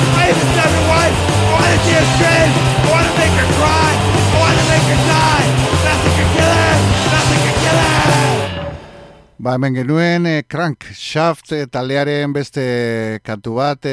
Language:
Basque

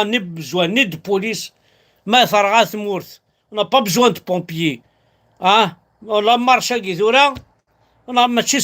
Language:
Kabyle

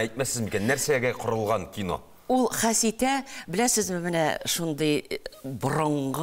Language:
Tatar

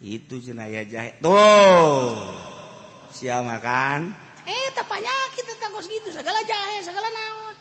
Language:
Sundanese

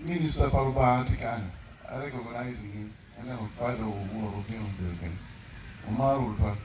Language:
Acoli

